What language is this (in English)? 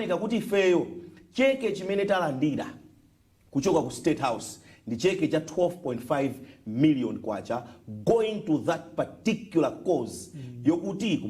Nyanja